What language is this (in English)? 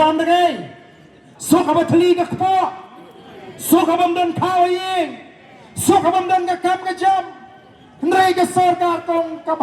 Khasi